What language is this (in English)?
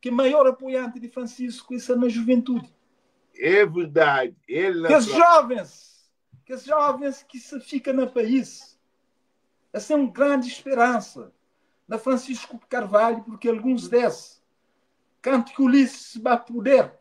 Kabuverdianu